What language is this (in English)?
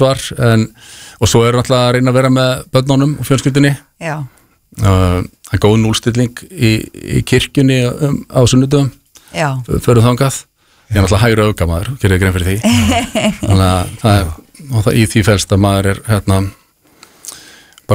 Icelandic